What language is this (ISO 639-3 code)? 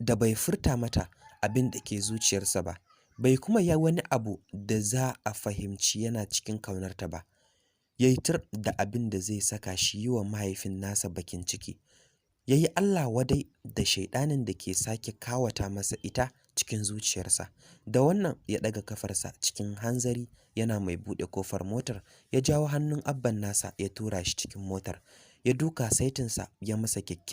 hau